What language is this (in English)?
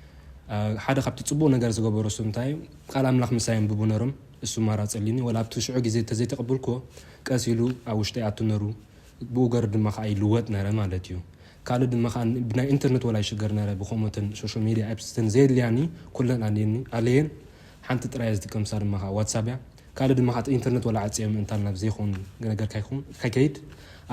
Tigrinya